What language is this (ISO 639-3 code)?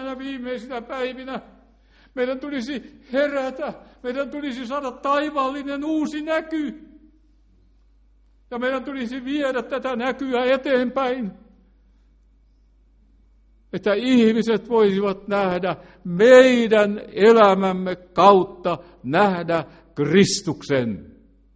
fin